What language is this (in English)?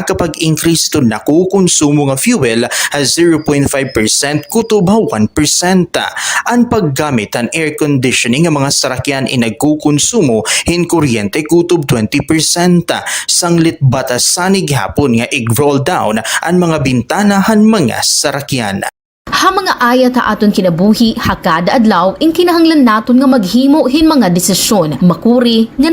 Waray